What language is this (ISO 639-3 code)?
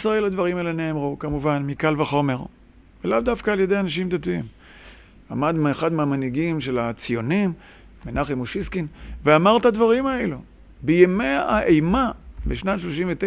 heb